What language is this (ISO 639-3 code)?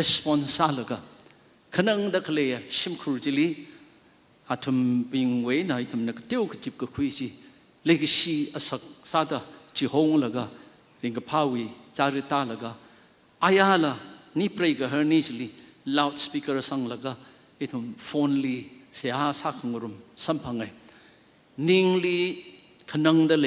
nmf